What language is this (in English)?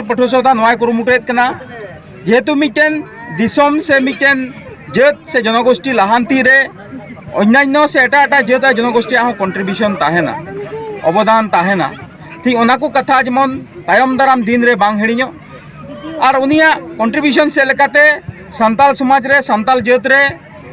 Santali